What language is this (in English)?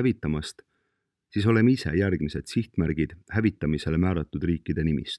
Estonian